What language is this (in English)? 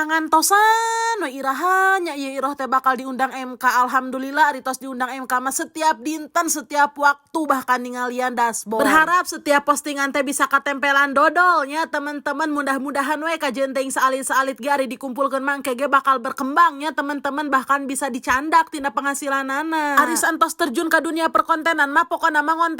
Sundanese